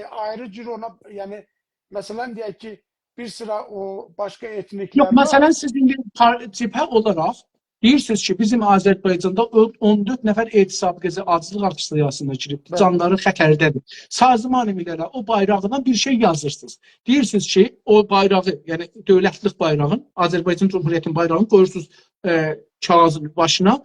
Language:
South Azerbaijani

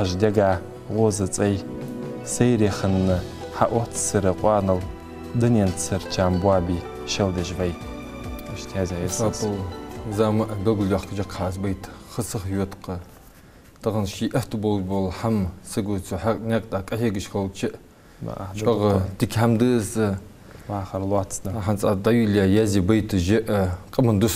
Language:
Ingush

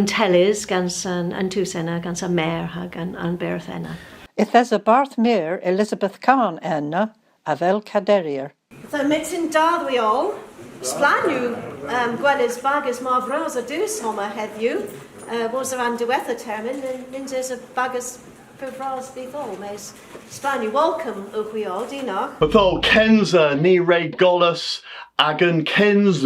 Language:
Cornish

